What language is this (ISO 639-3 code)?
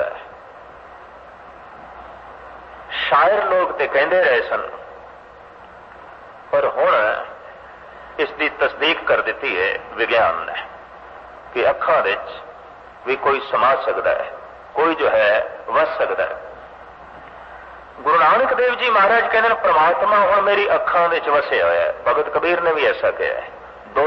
pan